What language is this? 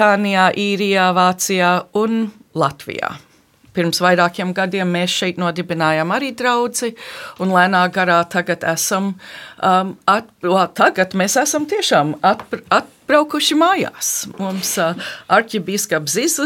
Latvian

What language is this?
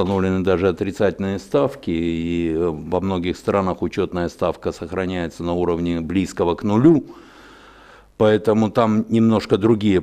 Russian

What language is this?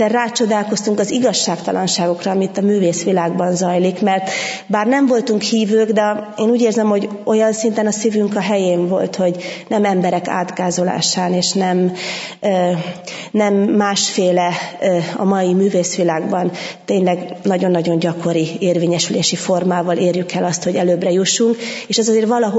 Hungarian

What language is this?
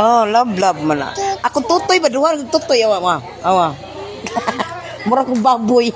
Cebuano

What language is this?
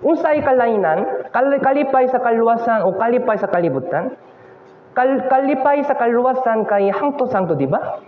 Cebuano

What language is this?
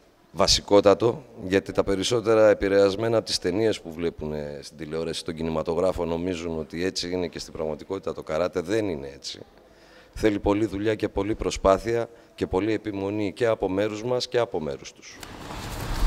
Greek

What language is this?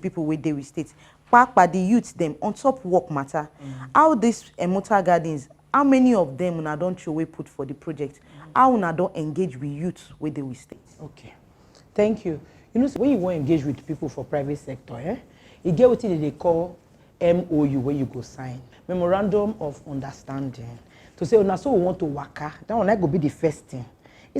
Nigerian Pidgin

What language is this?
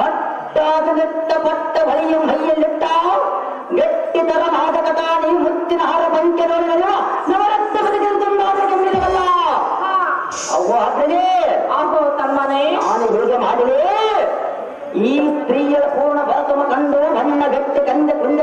Kannada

